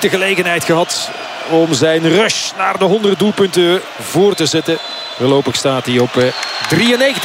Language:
Dutch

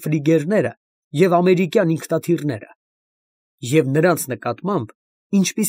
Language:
Armenian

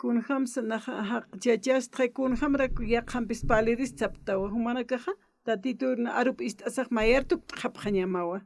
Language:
Aymara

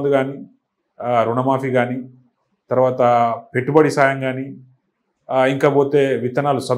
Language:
Telugu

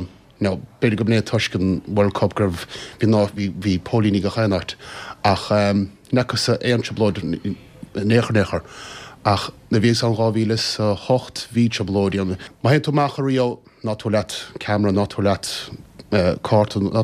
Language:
Irish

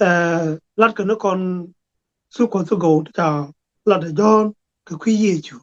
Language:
Nuer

